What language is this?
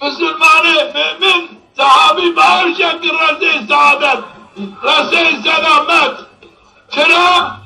Zaza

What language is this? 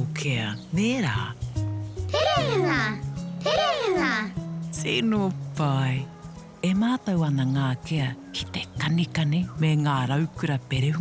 Māori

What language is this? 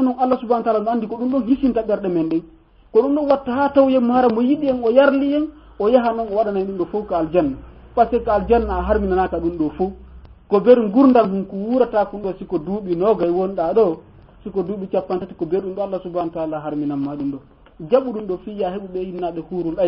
Fula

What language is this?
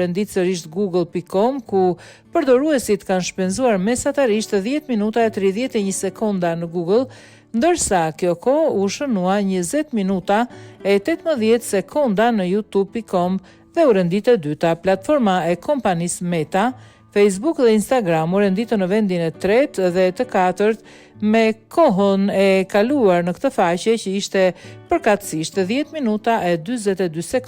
Albanian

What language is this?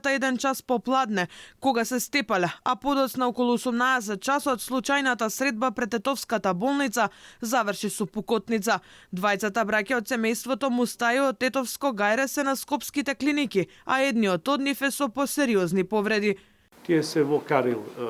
Macedonian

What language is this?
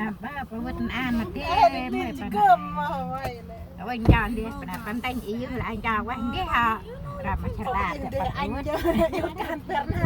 Central Mnong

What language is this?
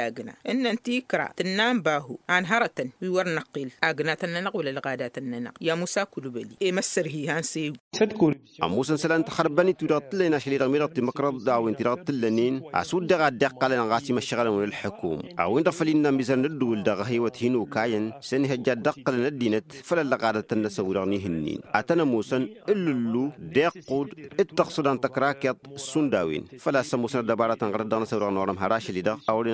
Tamasheq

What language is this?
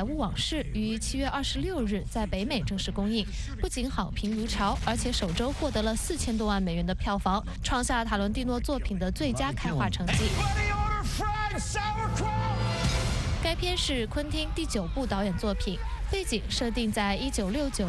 Chinese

